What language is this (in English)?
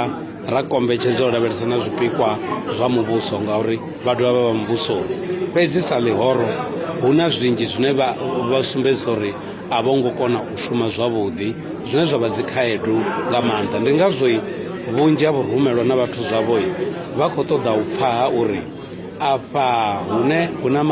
Venda